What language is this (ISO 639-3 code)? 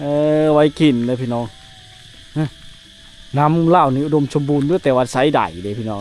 lao